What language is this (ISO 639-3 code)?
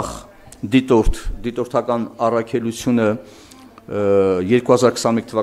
hye